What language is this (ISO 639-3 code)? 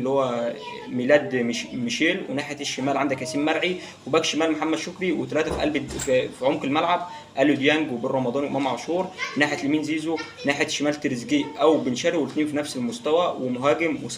arz